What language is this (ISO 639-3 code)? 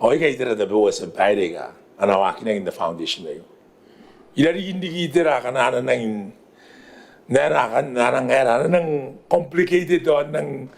gil